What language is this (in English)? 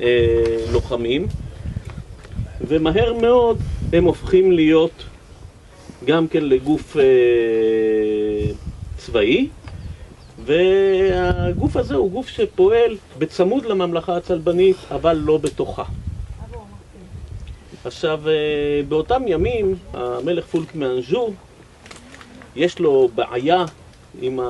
Hebrew